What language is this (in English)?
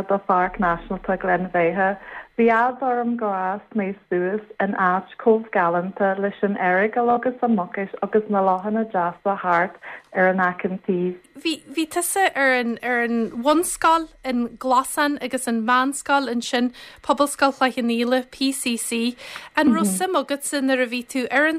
Irish